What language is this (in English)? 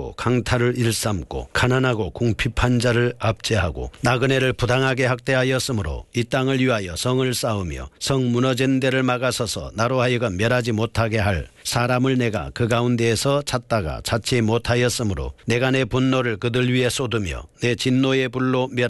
Korean